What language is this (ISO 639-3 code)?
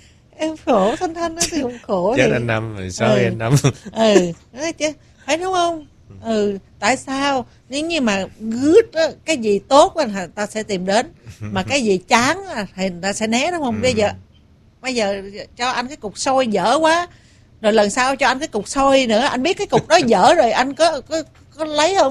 vie